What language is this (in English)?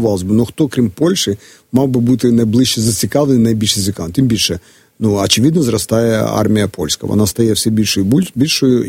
Ukrainian